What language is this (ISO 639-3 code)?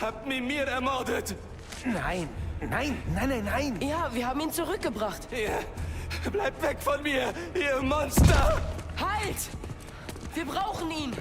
bar